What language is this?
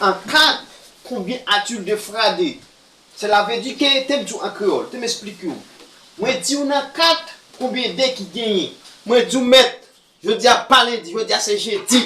Haitian Creole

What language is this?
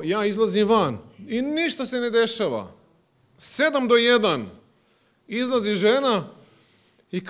Croatian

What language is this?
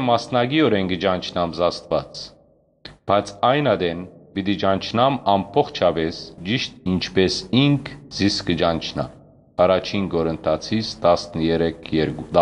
Western Armenian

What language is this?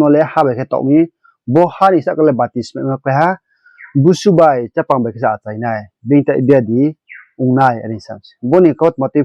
Riang (India)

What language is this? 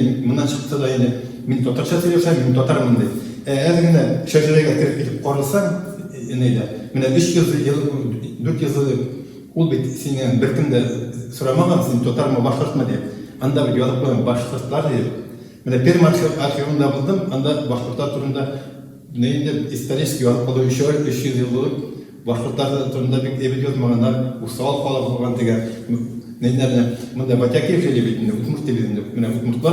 Bashkir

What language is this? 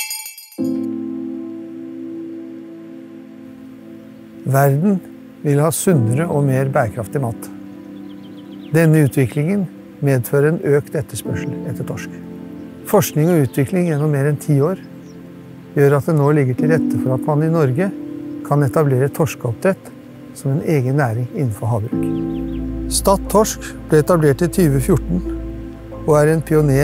Norwegian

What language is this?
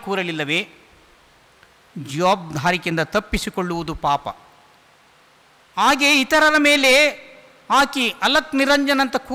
Kannada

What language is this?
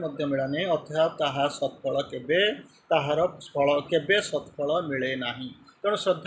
Odia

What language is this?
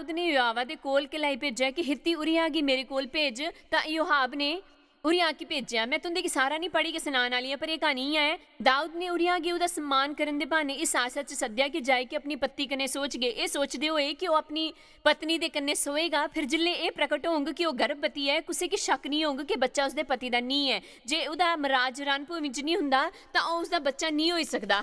Dogri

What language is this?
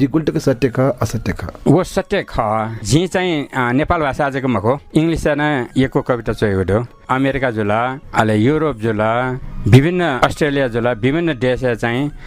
Newari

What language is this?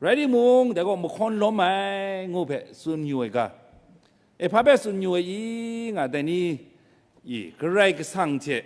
Kachin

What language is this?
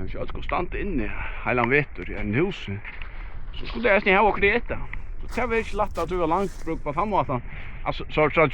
Faroese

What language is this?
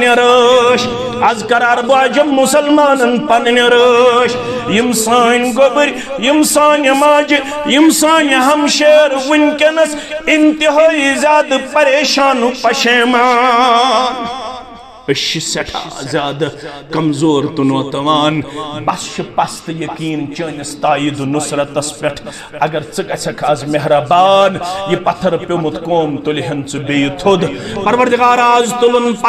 Kashmiri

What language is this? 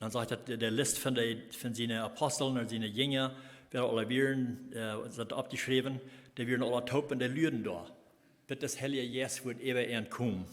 Plautdietsch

